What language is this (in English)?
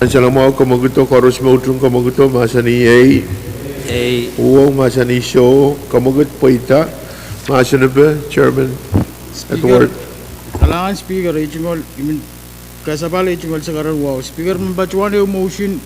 Pohnpeian